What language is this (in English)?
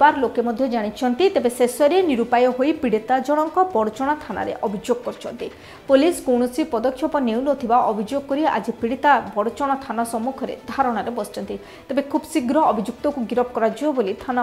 Odia